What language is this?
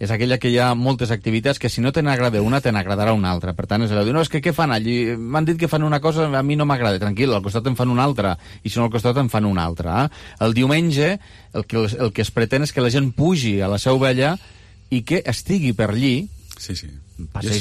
Catalan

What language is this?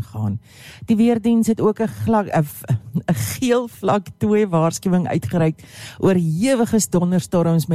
Afrikaans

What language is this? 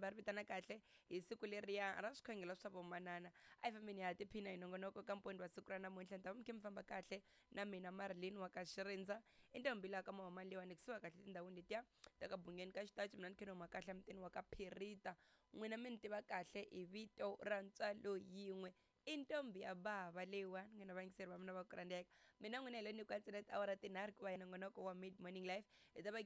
Tsonga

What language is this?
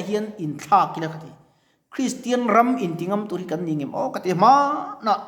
Mizo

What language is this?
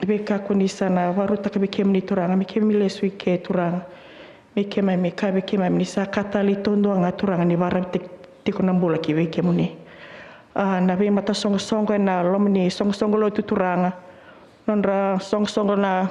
Fijian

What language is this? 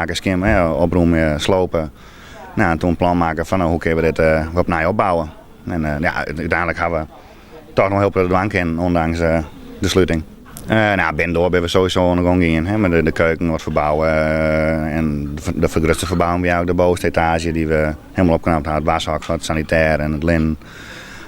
Western Frisian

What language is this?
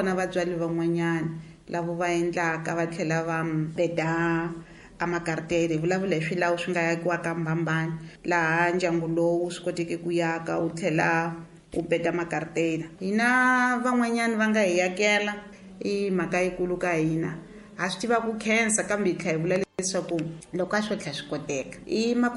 Tsonga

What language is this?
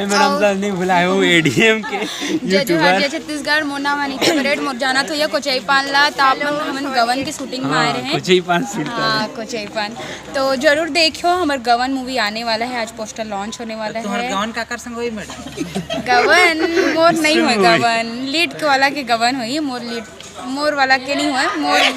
Chhattisgarhi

